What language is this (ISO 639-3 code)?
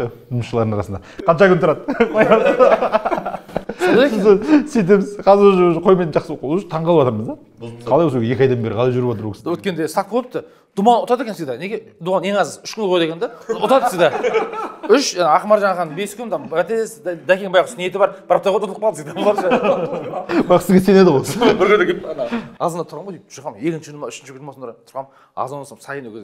kaz